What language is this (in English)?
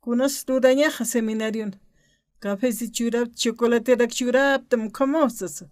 Aymara